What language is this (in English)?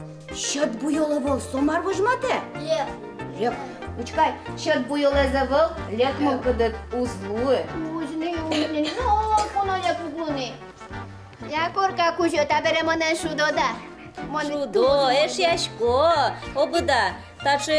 Udmurt